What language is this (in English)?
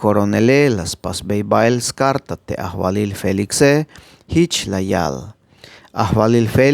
Tzeltal